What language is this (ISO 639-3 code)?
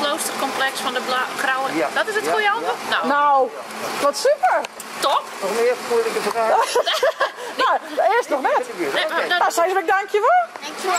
fry